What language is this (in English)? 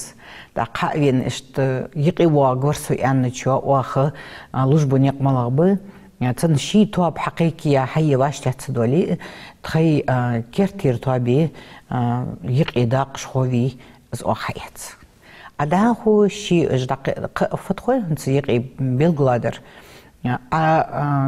Ingush